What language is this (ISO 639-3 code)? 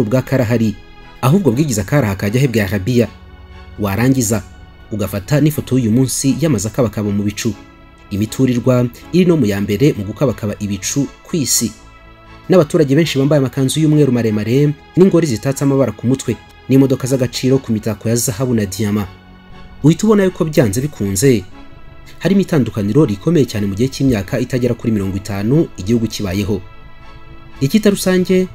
kin